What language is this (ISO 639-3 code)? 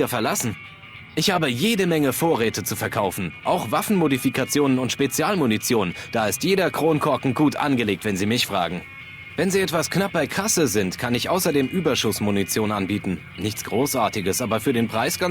bar